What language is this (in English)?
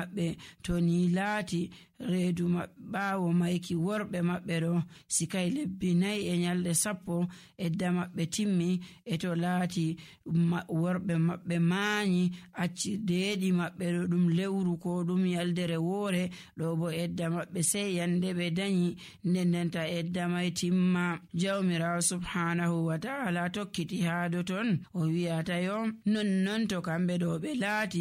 Nigerian Fulfulde